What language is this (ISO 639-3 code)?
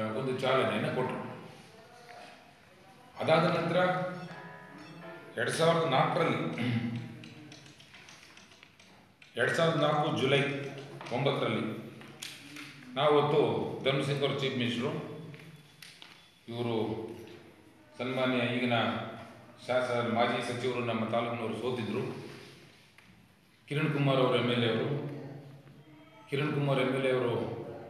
kan